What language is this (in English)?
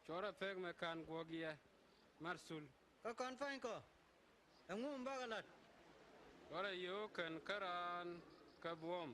Nuer